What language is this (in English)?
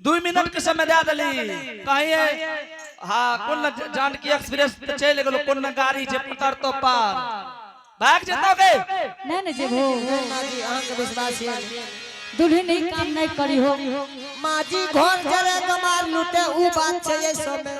Angika